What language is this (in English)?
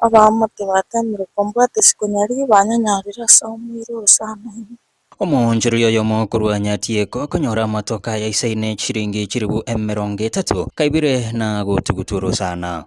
Gusii